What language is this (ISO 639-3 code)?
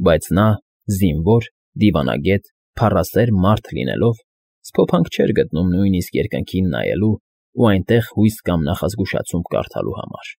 hye